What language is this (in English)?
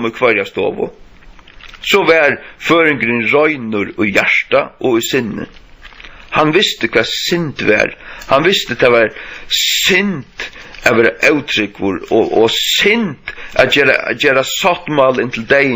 Faroese